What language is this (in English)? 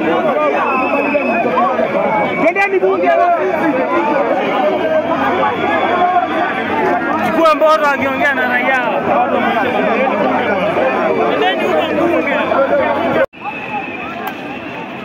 Swahili